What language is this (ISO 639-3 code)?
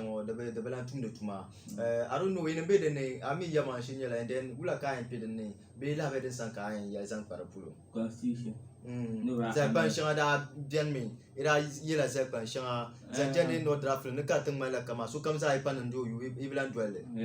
dag